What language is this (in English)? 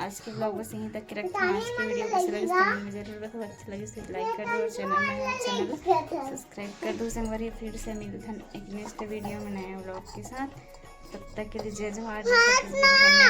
Chhattisgarhi